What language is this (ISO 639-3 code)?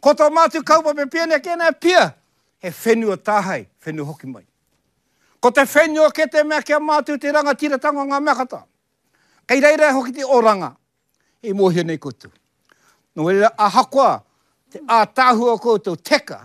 mri